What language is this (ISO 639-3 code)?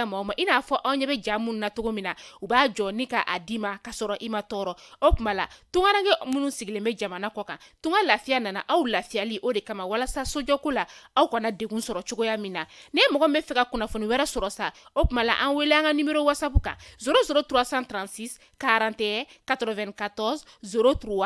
bam